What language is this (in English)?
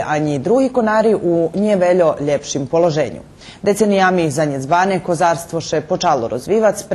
Rusyn